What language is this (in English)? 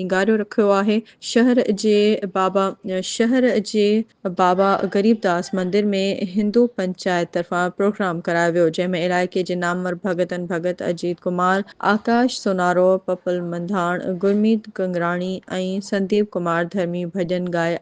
Sindhi